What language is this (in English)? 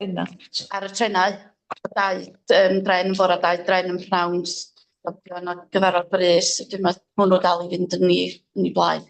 Welsh